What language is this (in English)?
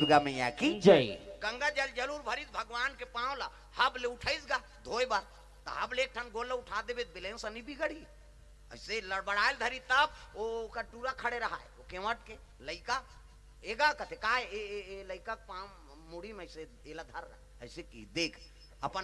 Chhattisgarhi